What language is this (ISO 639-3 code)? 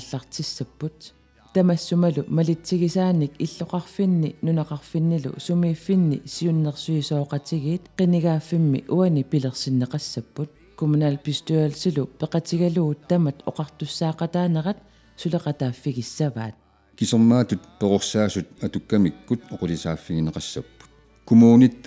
kal